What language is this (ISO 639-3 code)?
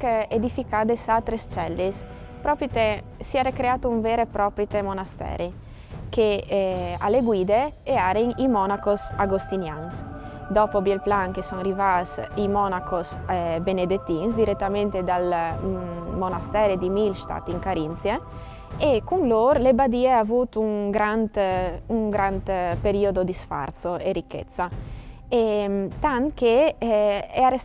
fur